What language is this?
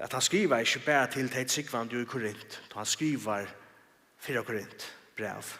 Faroese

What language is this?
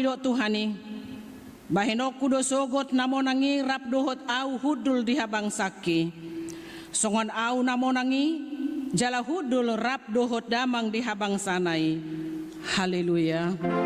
Batak Toba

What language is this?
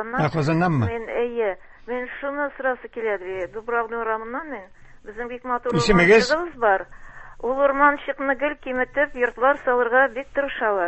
Tatar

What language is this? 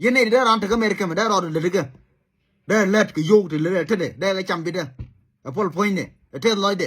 Nuer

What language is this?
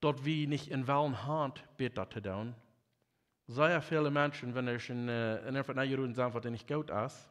Plautdietsch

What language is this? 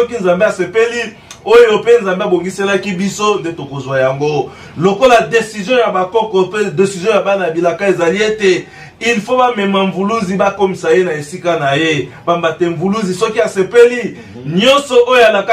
Lingala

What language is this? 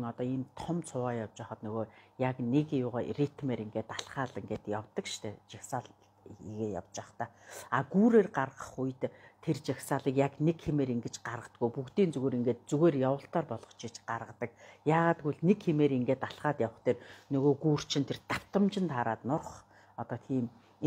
Mongolian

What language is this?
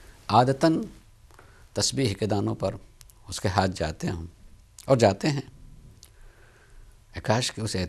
Urdu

